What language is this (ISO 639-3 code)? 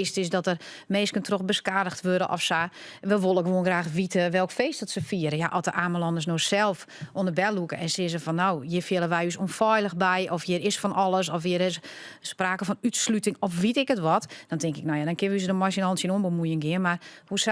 fry